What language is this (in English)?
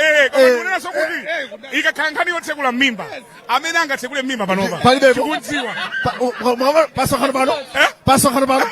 Nyanja